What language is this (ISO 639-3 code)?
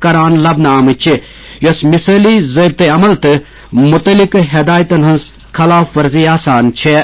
kas